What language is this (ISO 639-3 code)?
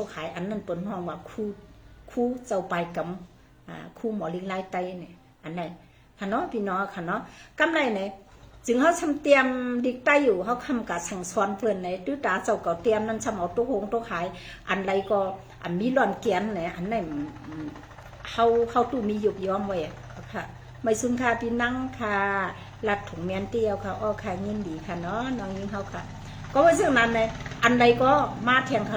shn